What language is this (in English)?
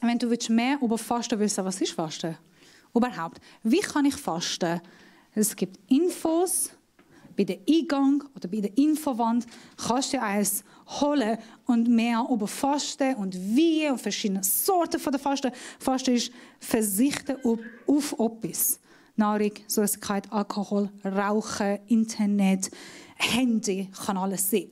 Swiss German